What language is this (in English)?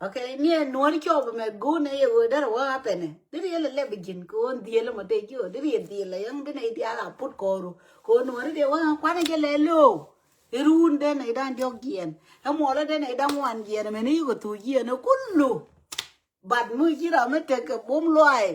Nuer